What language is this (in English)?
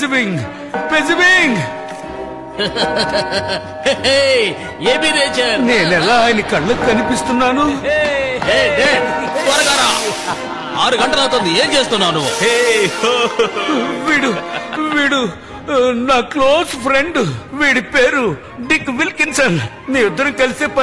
Telugu